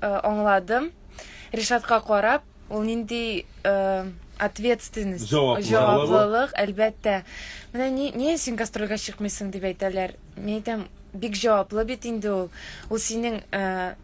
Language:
Tatar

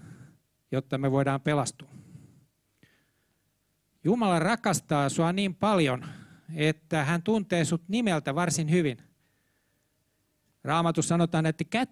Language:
Finnish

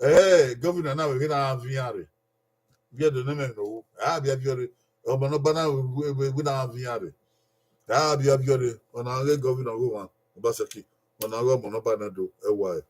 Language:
Bini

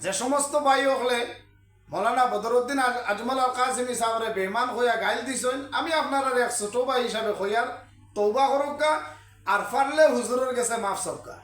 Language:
Sylheti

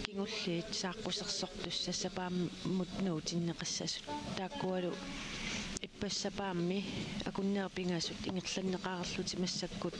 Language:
Kalaallisut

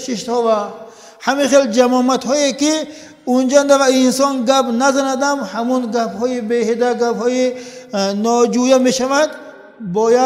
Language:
Tajik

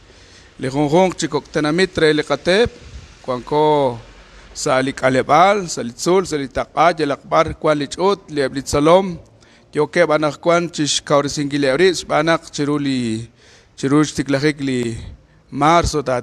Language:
Kekchí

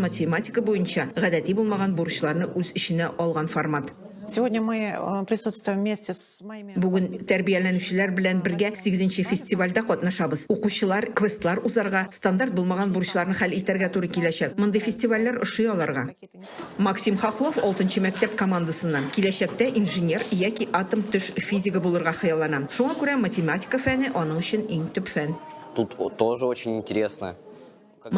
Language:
Tatar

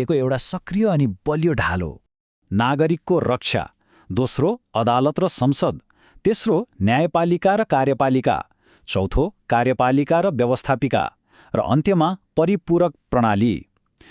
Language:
Nepali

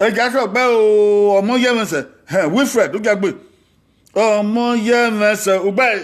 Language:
Bini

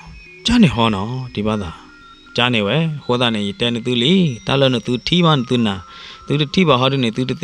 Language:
S'gaw Karen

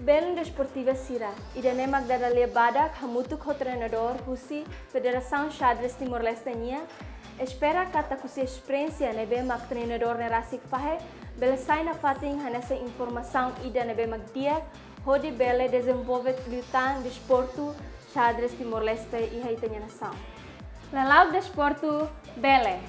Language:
Tetum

